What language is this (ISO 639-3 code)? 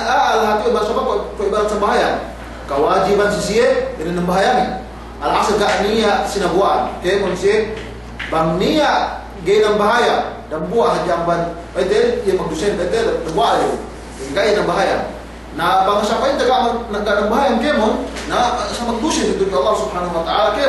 yka